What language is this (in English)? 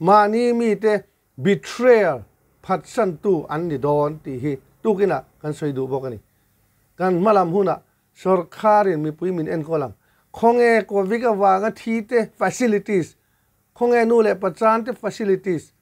Mizo